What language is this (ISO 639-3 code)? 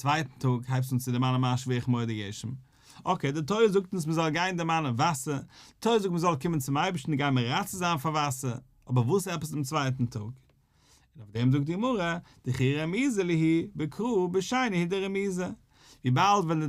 yid